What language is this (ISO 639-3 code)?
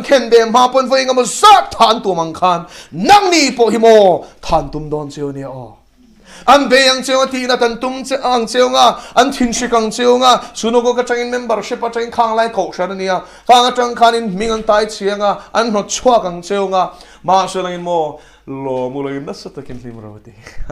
lus